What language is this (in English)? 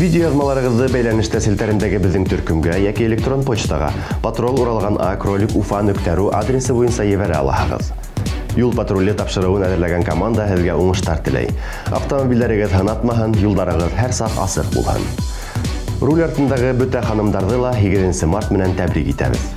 Bashkir